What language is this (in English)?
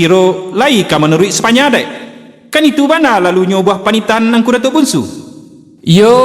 Minangkabau